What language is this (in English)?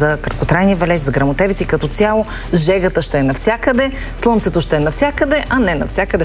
Bulgarian